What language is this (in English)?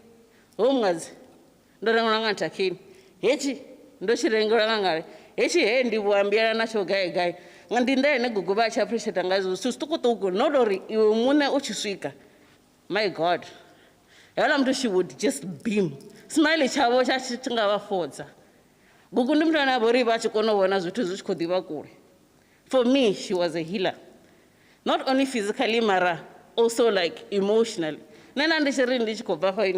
Venda